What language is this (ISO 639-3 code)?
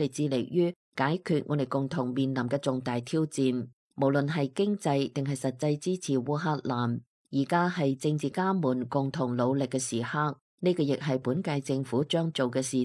yue